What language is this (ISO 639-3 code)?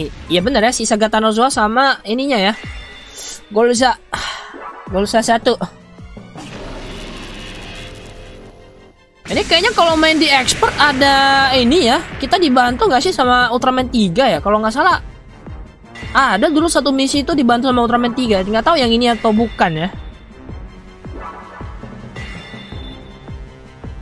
ind